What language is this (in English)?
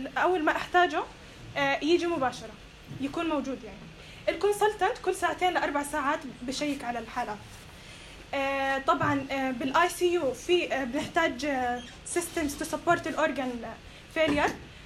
North Levantine Arabic